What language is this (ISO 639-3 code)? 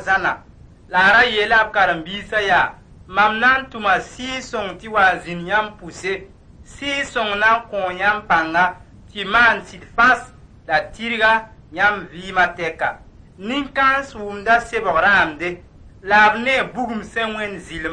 mos